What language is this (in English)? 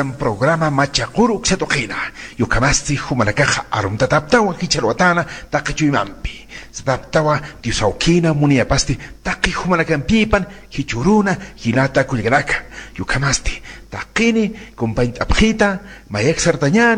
Aymara